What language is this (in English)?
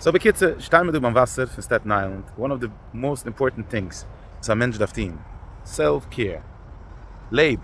Yiddish